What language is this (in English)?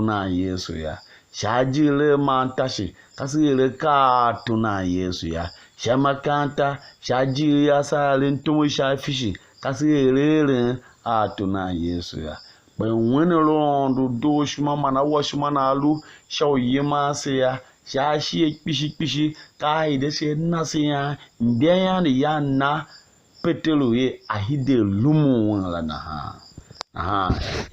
Tiv